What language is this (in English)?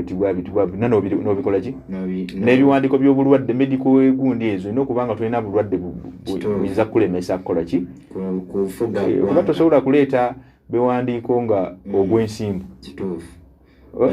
Ganda